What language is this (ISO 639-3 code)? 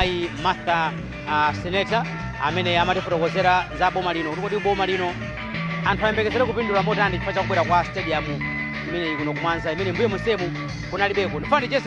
nya